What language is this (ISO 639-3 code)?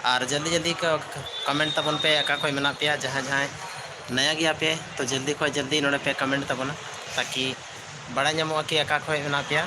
sat